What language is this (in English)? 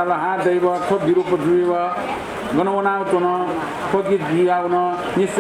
Newari